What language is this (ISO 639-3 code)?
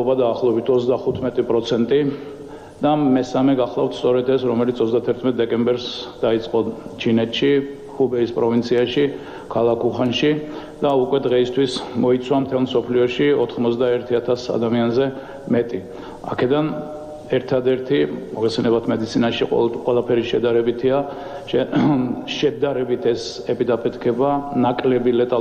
kat